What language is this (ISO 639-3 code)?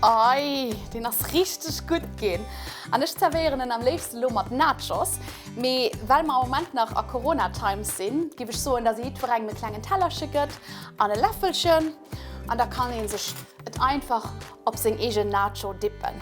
ltz